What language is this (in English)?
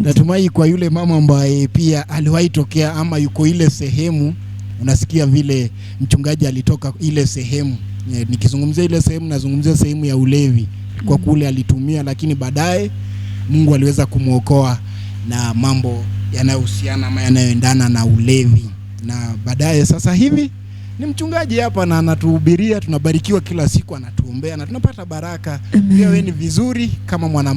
Swahili